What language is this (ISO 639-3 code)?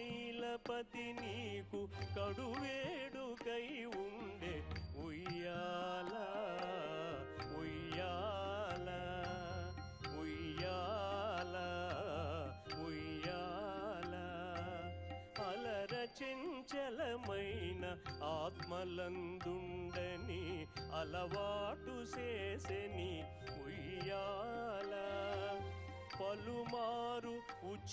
tel